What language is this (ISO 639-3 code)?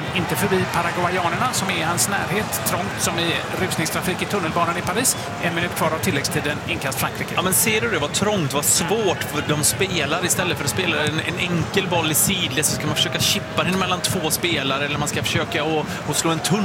swe